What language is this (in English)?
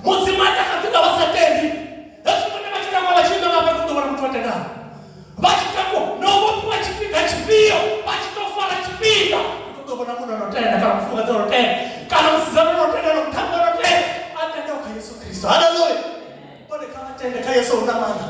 Venda